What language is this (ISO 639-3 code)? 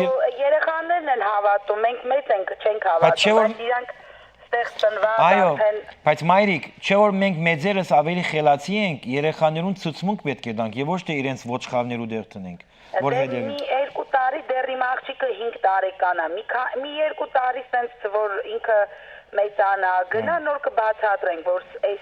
hyw